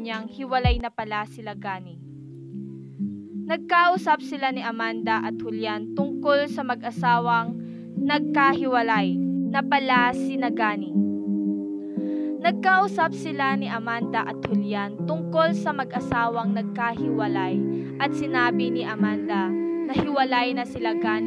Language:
Filipino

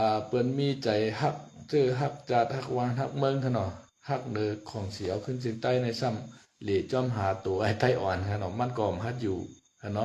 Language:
Shan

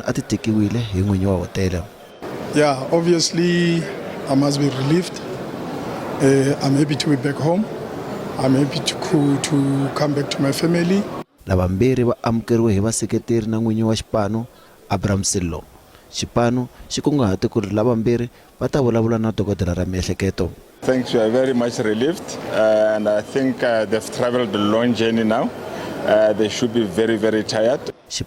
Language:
Tsonga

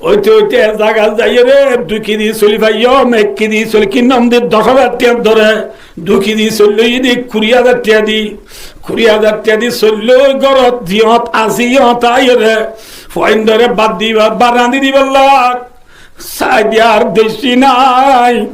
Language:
Rohingya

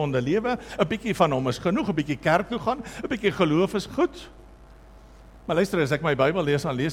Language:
Afrikaans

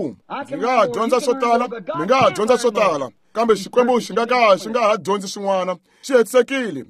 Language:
Tsonga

